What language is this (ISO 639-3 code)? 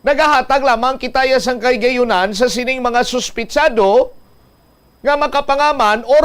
hil